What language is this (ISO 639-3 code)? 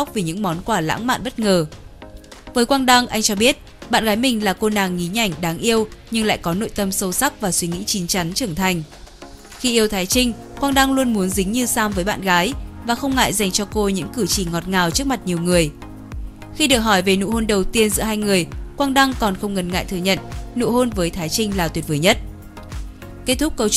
vie